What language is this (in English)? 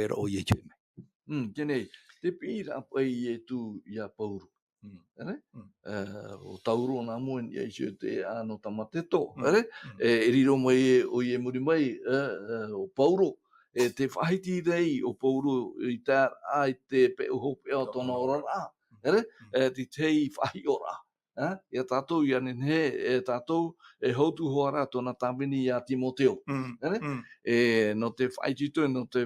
Tahitian